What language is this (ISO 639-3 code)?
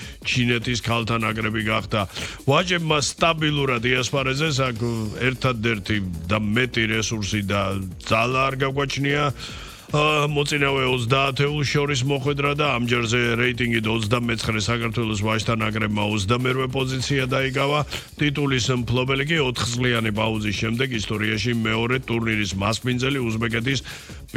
kat